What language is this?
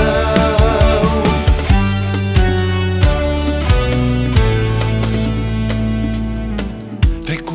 Romanian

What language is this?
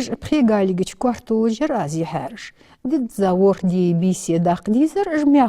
Ingush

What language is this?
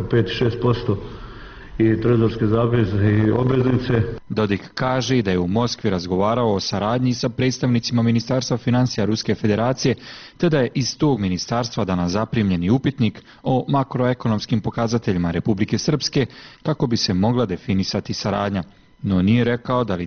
Bosnian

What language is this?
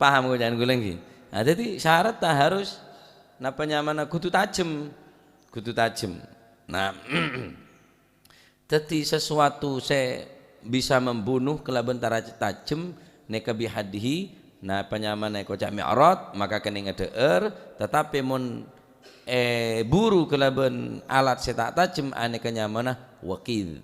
Madurese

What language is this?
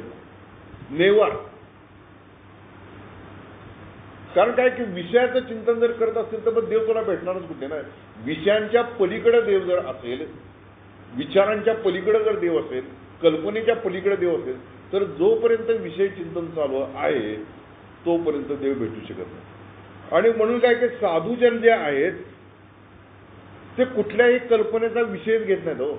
Marathi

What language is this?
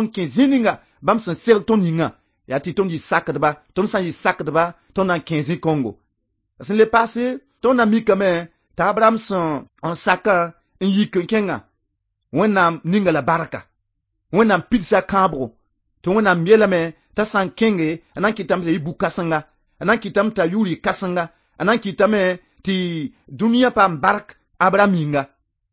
Mossi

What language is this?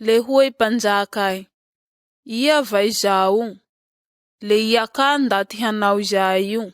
Malagasy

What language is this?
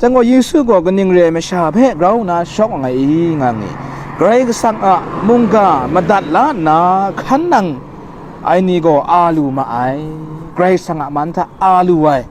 Kachin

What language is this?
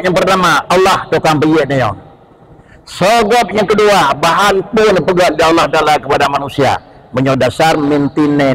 Achinese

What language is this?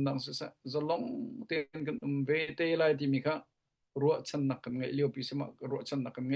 Hakha Chin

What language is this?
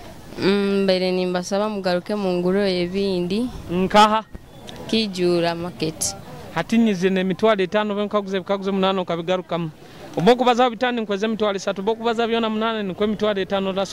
Nyoro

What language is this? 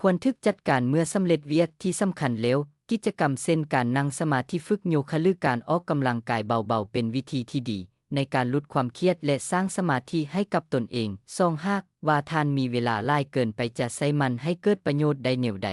Lao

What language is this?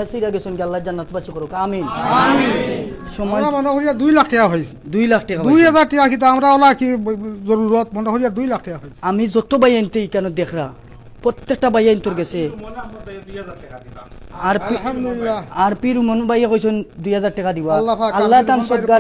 Sylheti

